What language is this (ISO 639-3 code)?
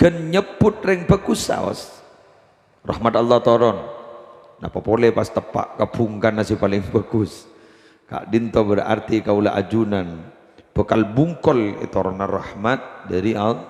mad